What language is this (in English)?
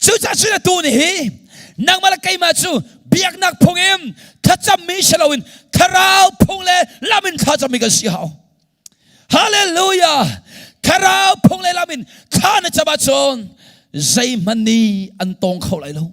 Hakha Chin